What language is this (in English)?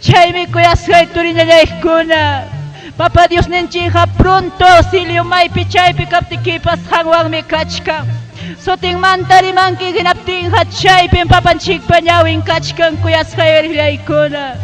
Ayacucho Quechua